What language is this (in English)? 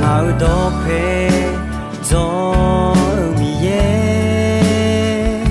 Akha